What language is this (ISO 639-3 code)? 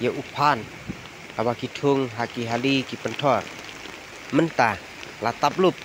kha